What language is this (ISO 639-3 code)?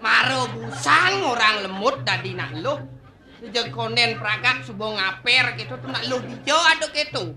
ban